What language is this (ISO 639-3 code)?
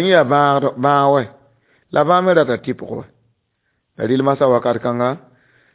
mos